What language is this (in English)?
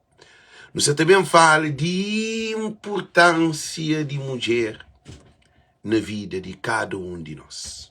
Kabuverdianu